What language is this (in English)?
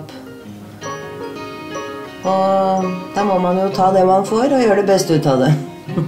Norwegian